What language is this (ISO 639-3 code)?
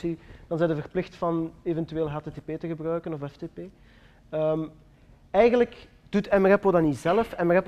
nld